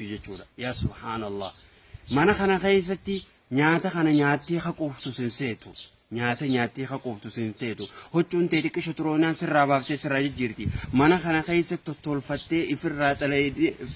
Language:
Oromo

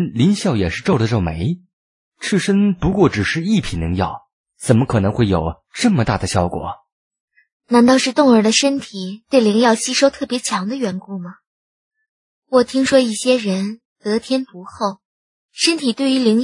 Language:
Chinese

